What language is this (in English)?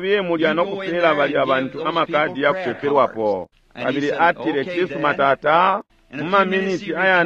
Bemba